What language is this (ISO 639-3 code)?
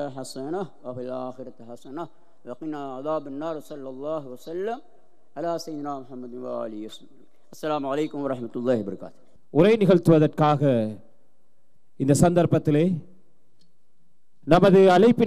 tam